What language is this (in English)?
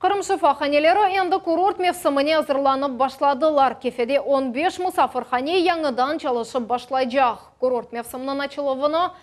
Crimean Tatar